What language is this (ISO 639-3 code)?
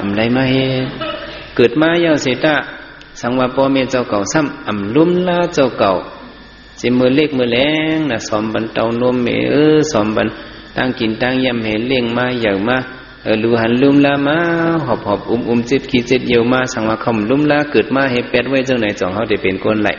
shn